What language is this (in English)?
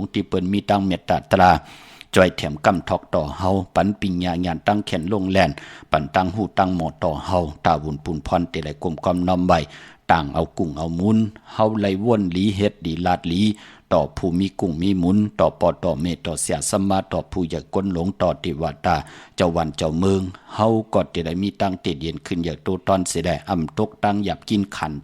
Shan